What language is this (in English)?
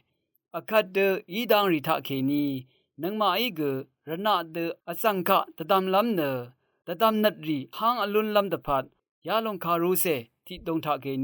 Rawang